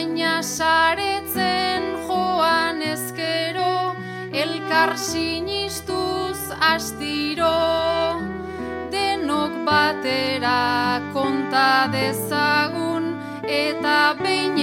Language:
Basque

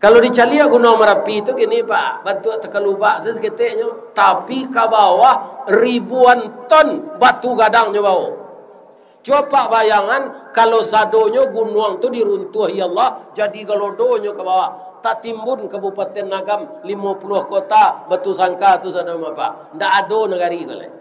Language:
Minangkabau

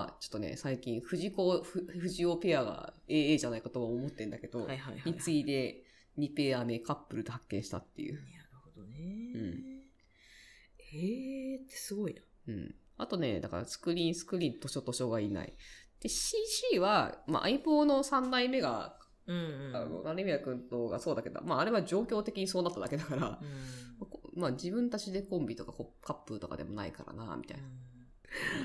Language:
Japanese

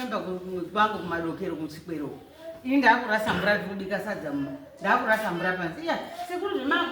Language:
Shona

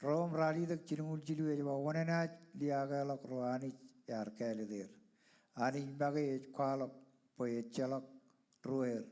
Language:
Marshallese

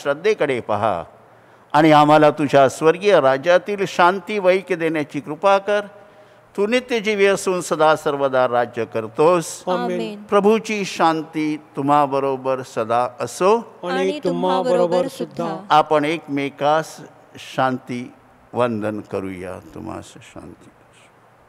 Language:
Marathi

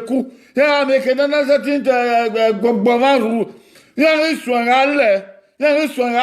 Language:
Bini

